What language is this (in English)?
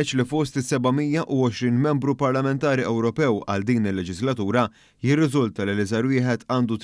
Maltese